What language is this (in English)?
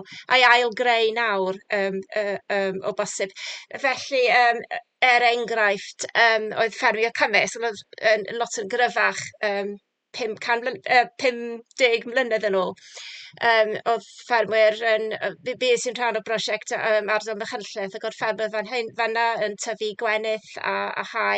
Welsh